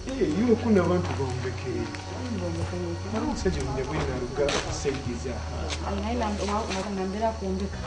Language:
Nyoro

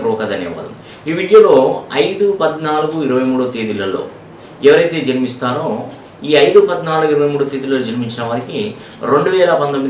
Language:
Telugu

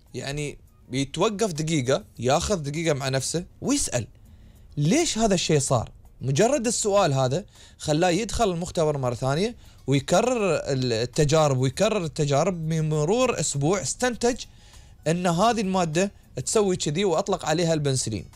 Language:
Gulf Arabic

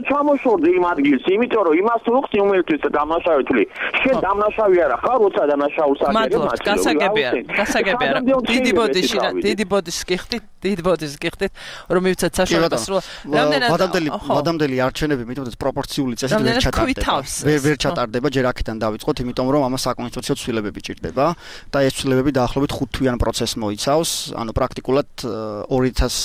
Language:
Georgian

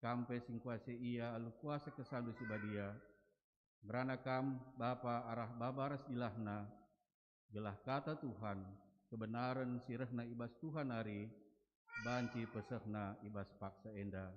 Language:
Batak Karo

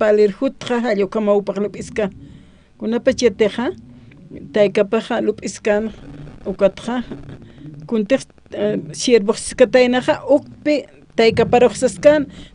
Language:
Aymara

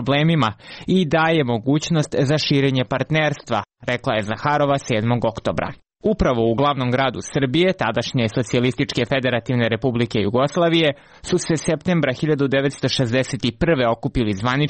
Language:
Serbian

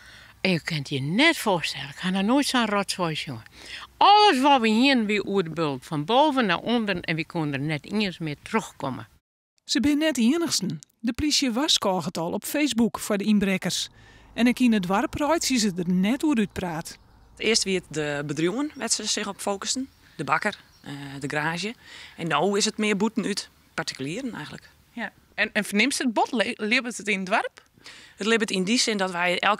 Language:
Western Frisian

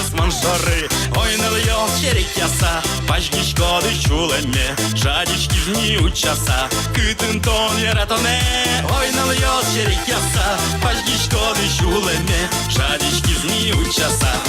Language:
Udmurt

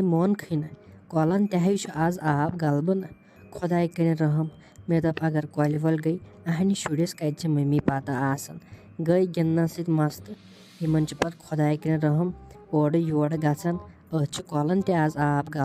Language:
Kashmiri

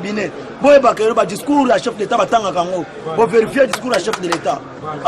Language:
Lingala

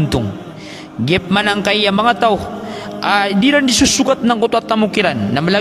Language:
Maranao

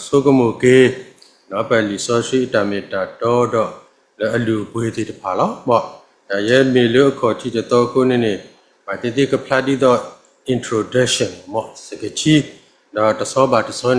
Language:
S'gaw Karen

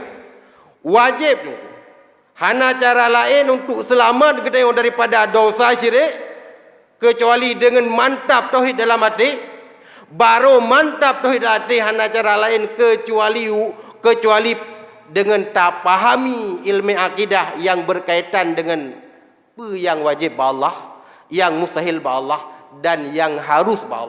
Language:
Achinese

